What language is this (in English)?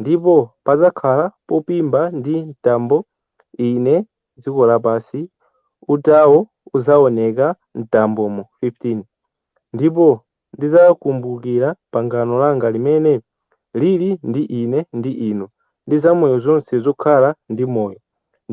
Nyanja